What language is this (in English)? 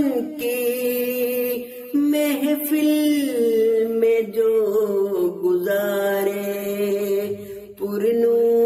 Urdu